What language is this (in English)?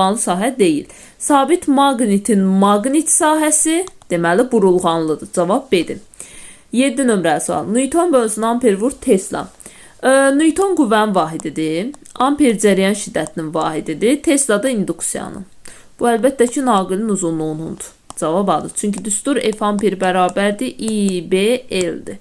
Azerbaijani